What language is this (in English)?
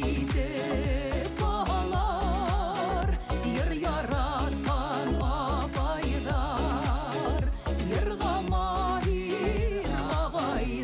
Bashkir